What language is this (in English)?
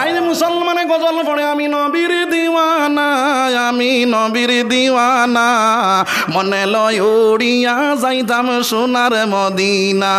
Sylheti